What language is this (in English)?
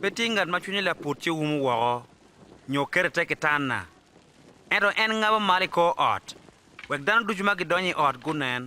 Acoli